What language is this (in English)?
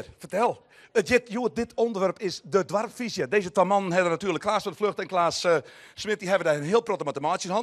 Western Frisian